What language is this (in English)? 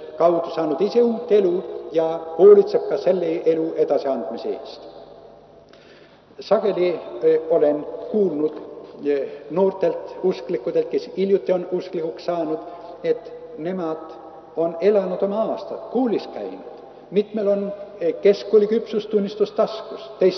Estonian